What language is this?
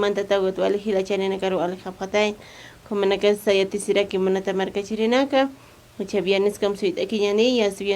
Aymara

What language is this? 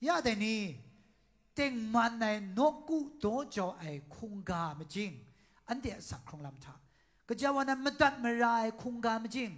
Kachin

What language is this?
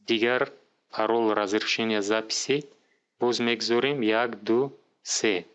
Tajik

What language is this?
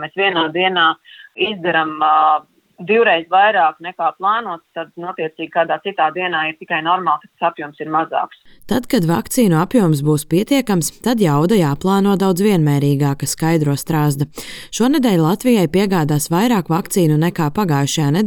Latvian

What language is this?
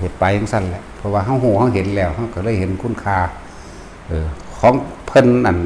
Lao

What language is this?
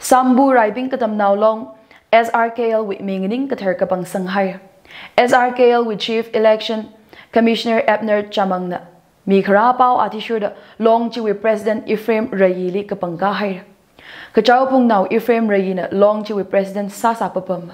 Tangkhul Naga (India)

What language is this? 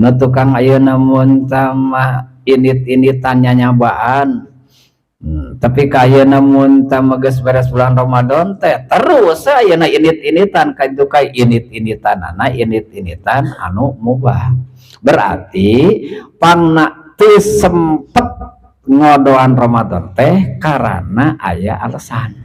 Sundanese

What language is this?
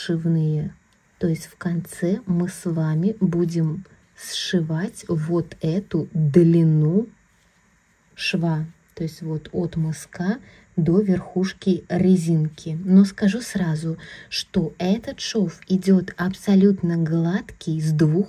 Russian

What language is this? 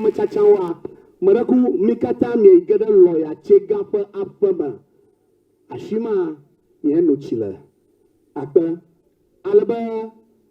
Ewe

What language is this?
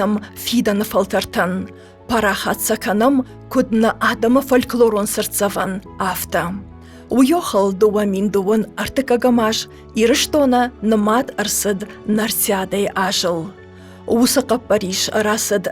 Ossetic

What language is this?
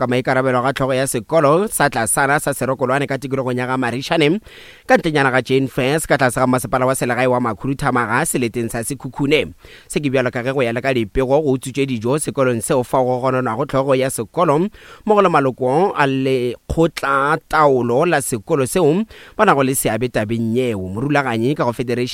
Northern Sotho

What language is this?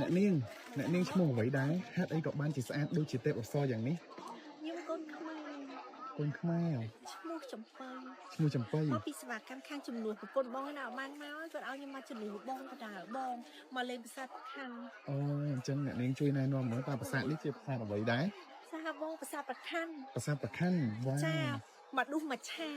Khmer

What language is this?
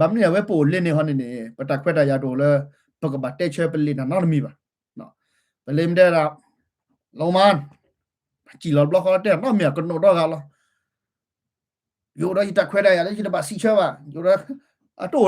S'gaw Karen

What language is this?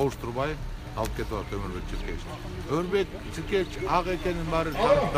Kyrgyz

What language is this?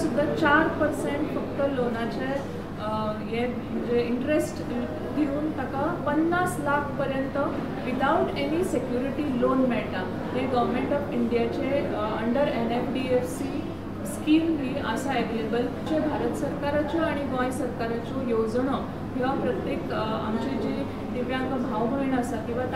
Konkani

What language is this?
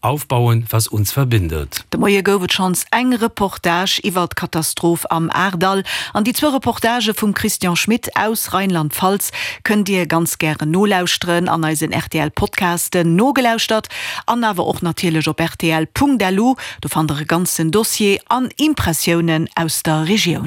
Luxembourgish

